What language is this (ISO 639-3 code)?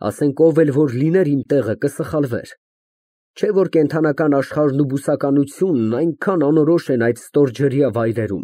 hye